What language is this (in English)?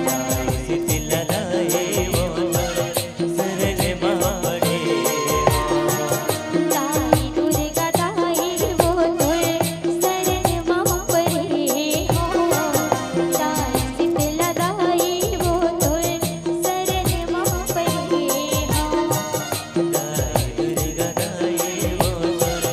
Chhattisgarhi